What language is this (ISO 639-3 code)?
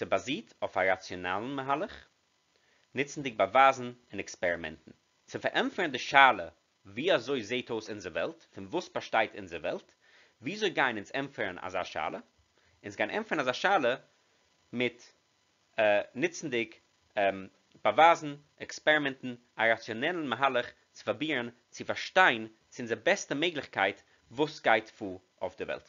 yid